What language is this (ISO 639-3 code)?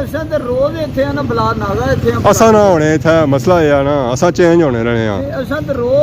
phr